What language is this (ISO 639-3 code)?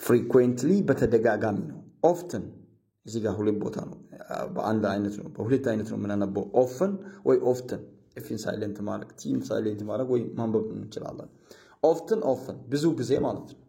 amh